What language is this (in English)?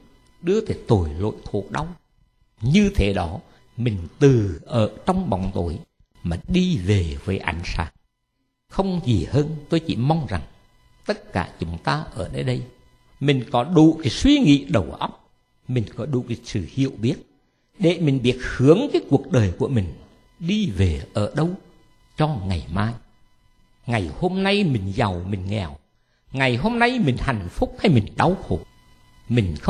Vietnamese